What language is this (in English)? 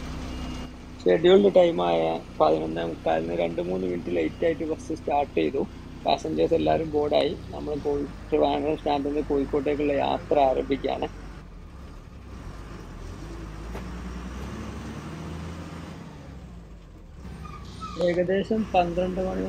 Malayalam